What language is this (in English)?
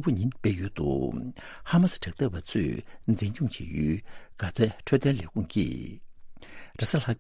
Tibetan